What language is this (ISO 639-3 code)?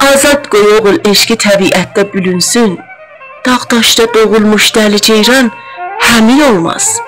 azb